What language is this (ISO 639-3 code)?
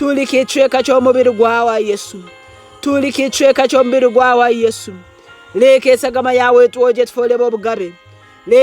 ttj